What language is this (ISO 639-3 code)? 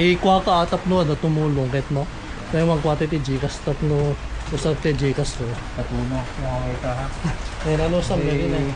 ilo